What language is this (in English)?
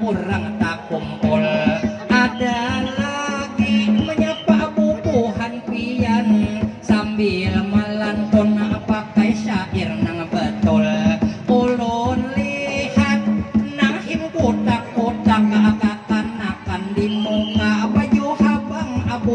Banjar